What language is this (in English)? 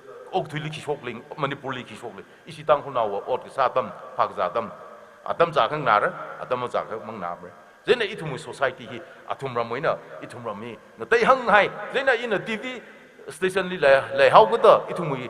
Tangkhul Naga (India)